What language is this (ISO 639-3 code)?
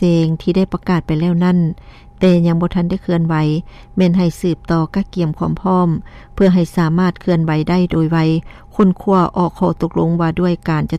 lao